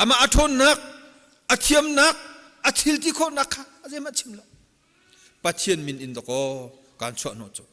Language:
Hakha Chin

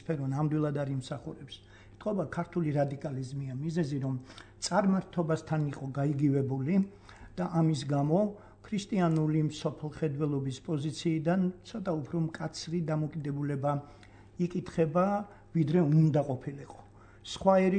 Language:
Georgian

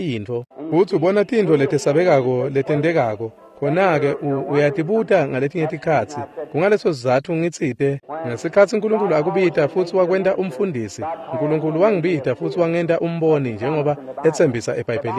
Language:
Swati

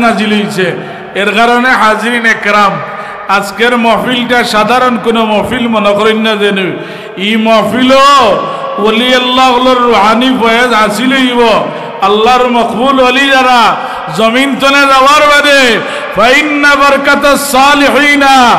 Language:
Sylheti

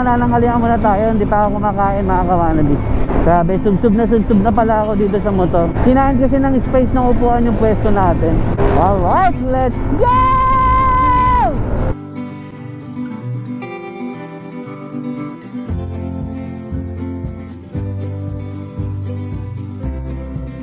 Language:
Filipino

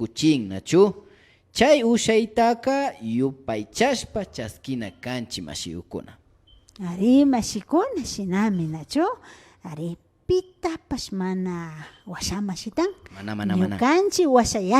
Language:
Imbabura Highland Quichua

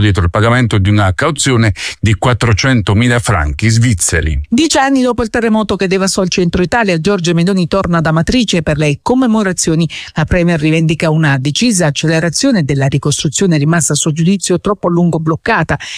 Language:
Italian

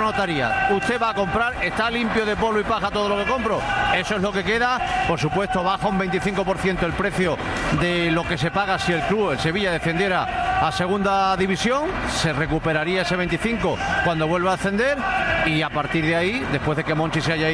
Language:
Spanish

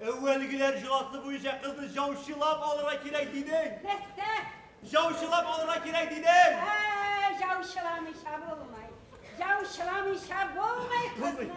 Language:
Tatar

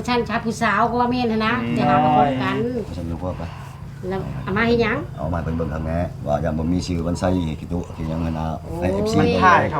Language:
Northeastern Thai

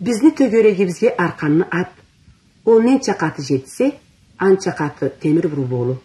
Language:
Karachay-Balkar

